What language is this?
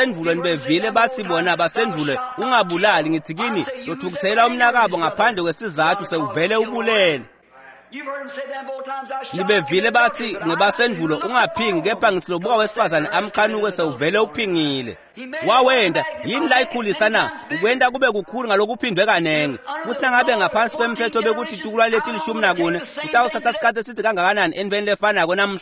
Swati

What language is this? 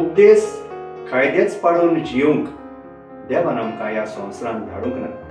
Konkani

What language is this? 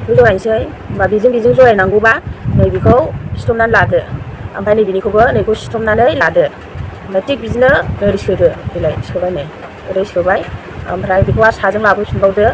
Bodo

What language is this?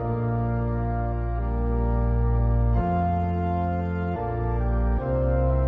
Czech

